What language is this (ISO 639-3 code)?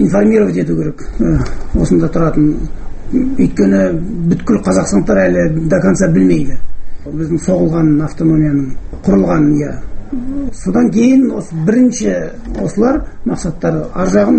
kaz